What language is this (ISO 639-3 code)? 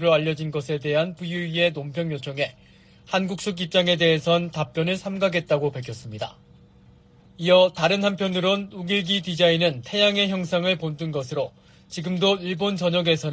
kor